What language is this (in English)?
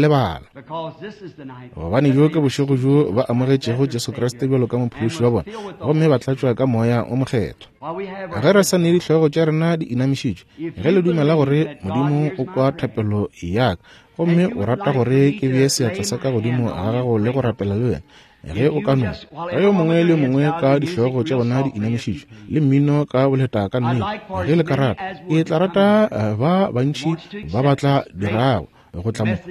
Northern Sotho